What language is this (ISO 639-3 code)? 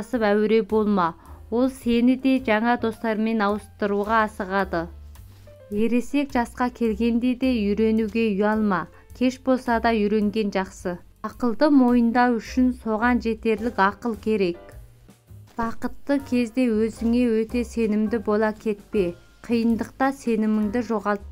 kaz